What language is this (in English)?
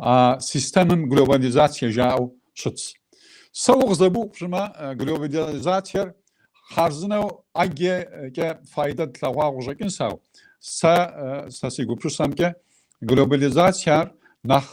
Kabardian